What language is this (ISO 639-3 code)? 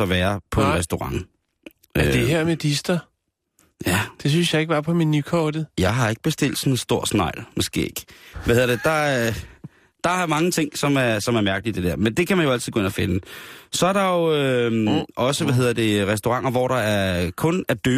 dan